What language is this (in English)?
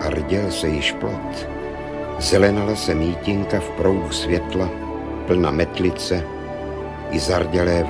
Czech